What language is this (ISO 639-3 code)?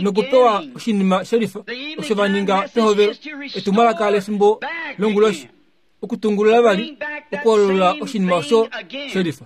kua